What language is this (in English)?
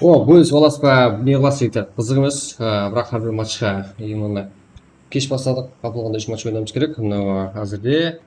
Kara-Kalpak